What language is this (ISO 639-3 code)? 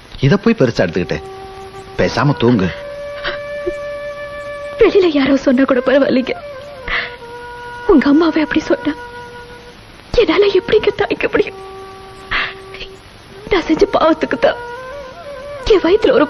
tam